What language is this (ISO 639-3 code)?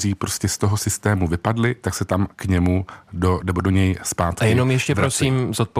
ces